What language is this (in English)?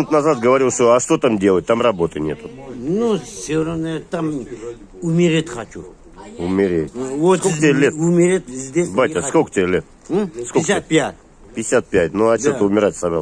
Russian